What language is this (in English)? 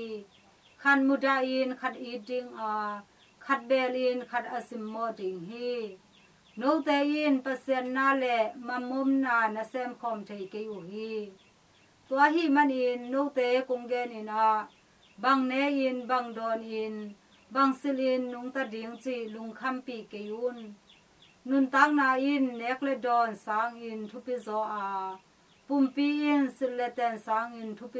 Tedim Chin